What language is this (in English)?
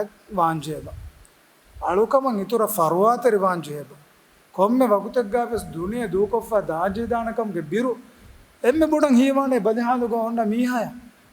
Divehi